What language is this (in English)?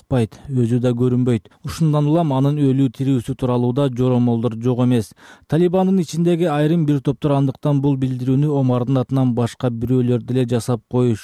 Kyrgyz